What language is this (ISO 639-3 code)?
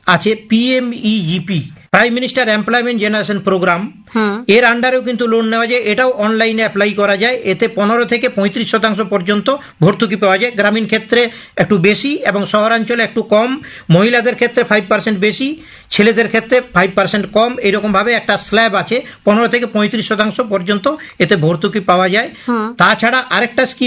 ben